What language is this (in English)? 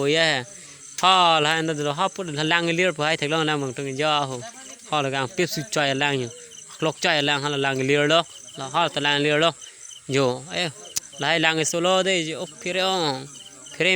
Karbi